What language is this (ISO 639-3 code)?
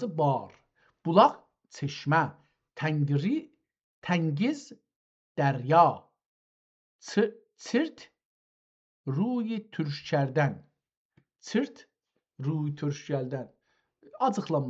azb